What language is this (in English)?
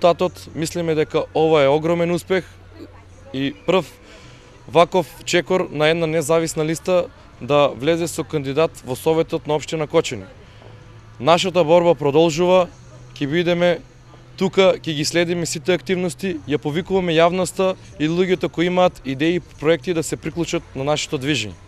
Macedonian